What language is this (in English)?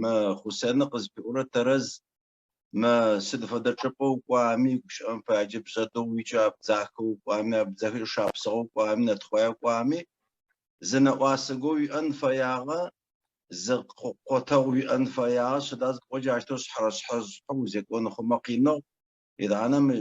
Adyghe